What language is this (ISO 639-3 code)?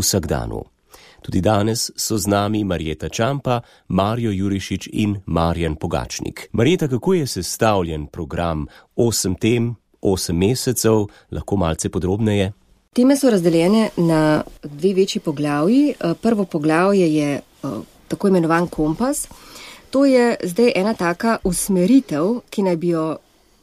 slv